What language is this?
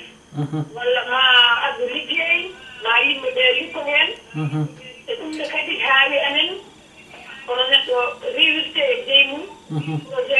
Fula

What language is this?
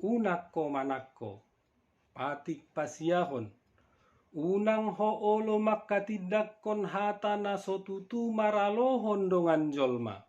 Batak Toba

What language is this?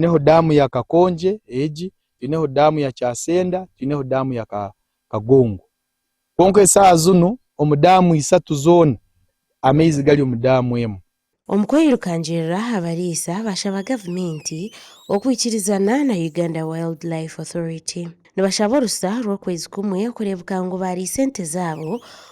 Nyankole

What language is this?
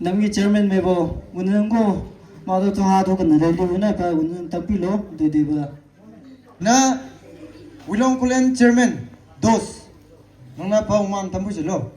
Maram Naga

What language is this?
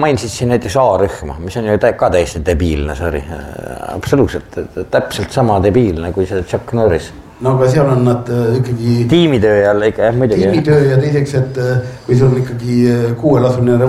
Estonian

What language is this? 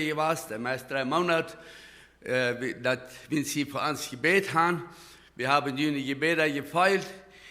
Plautdietsch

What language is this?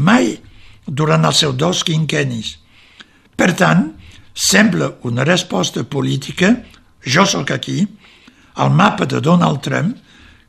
Catalan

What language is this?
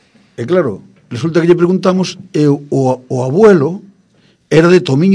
Galician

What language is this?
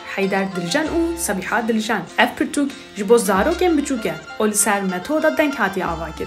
Kurdish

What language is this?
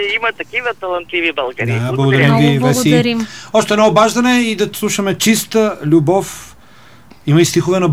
Bulgarian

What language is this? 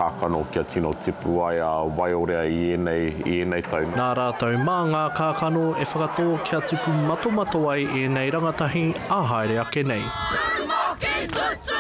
Māori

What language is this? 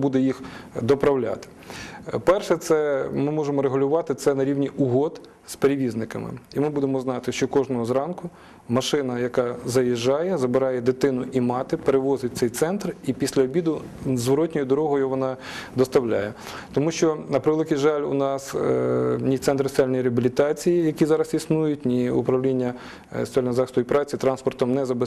Ukrainian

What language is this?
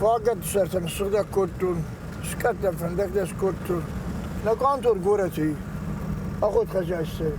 Ossetic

